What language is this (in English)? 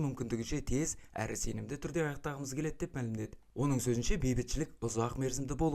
Kazakh